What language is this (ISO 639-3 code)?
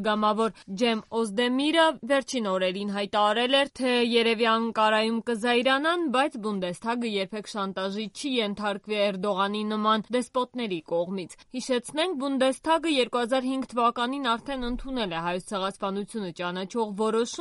hye